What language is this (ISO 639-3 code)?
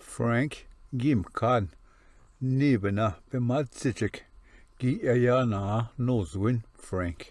oji